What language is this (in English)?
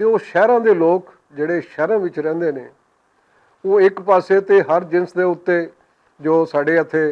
Western Panjabi